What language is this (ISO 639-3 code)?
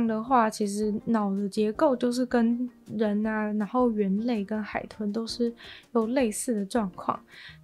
zho